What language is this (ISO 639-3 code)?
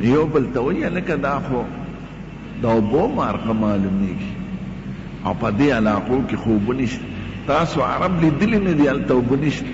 pus